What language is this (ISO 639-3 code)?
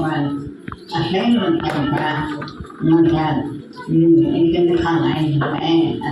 mrh